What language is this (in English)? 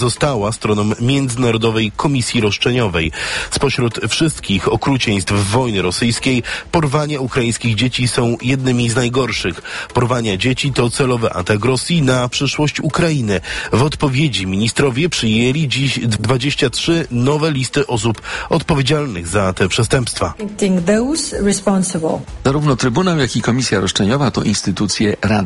Polish